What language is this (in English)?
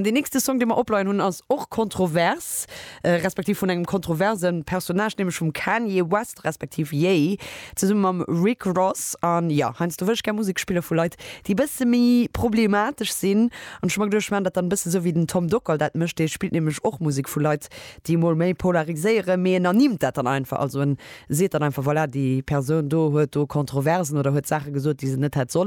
Luxembourgish